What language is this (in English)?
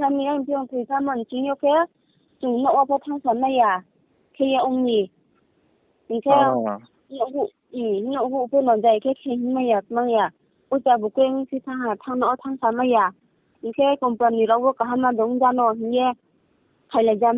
Riang (India)